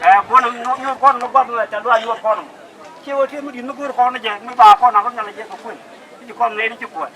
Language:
Nuer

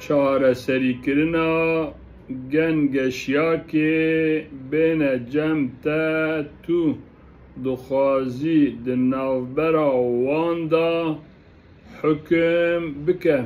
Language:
Kurdish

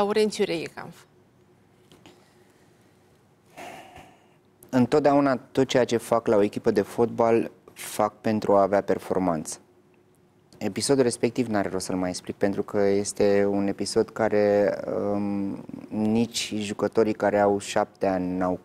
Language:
Romanian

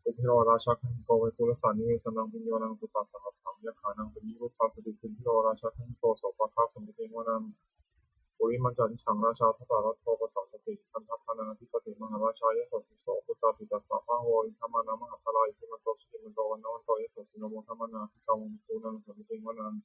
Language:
Pali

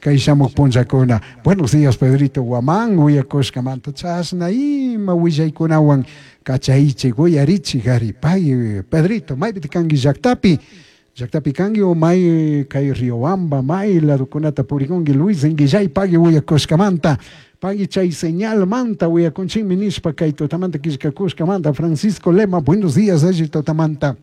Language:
Chimborazo Highland Quichua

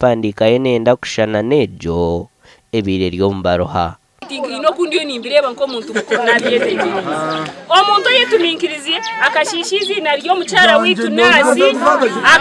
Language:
Nyankole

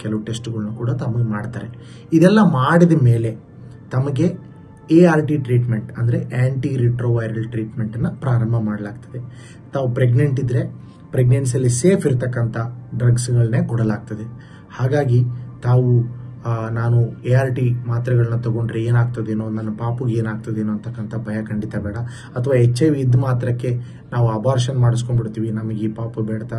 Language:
Kannada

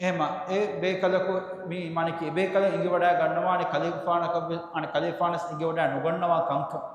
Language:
Divehi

